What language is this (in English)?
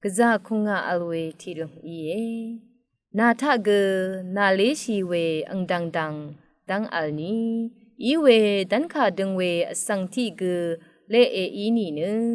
Rawang